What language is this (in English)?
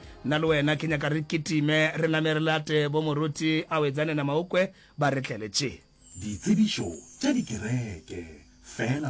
Northern Sotho